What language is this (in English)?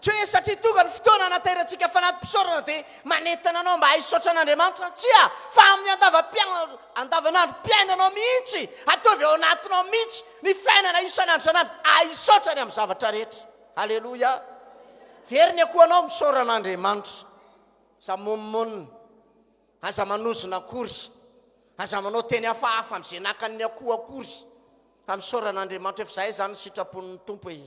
Malagasy